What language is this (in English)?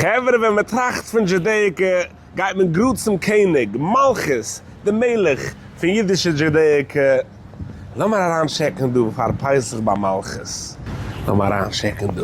Yiddish